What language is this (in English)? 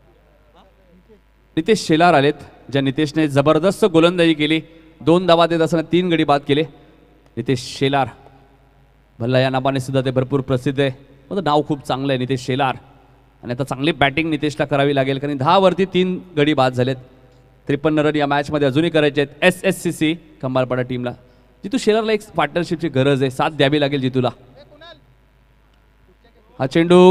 Marathi